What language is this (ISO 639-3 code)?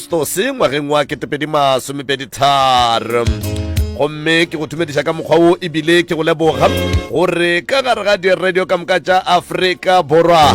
nso